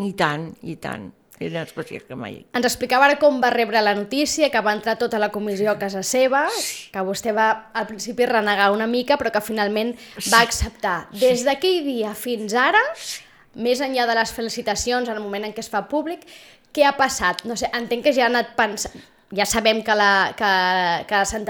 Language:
Catalan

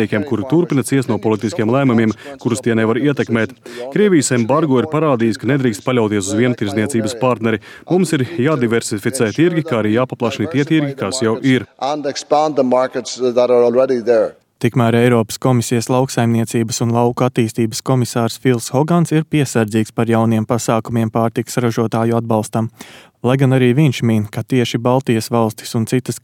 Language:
Latvian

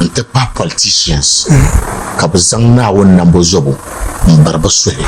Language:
Dagbani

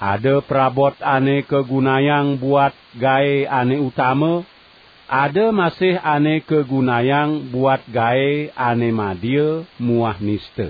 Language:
Balinese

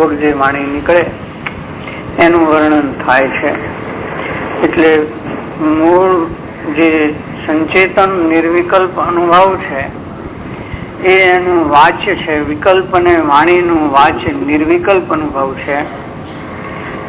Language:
Gujarati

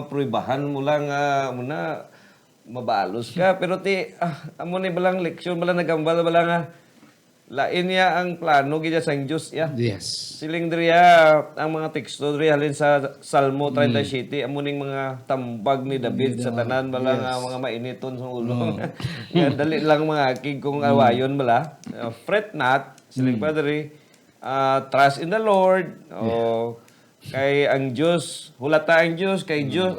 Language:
Hiligaynon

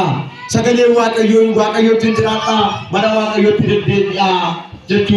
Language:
Oromo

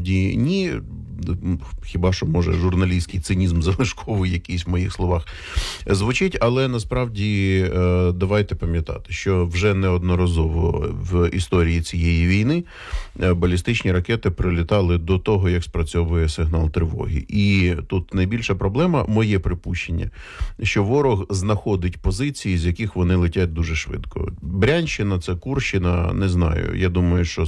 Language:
Ukrainian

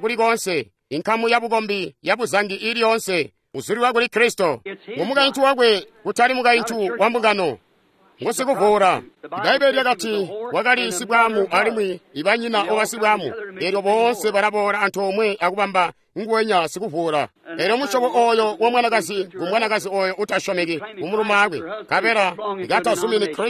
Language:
Tonga (Zambia)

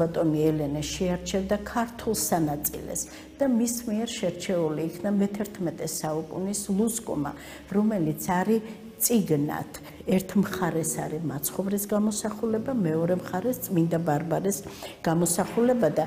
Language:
Georgian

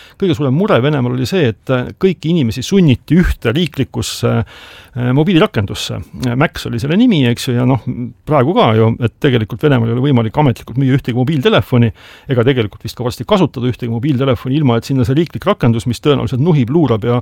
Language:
Estonian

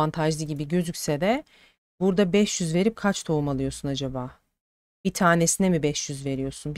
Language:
Turkish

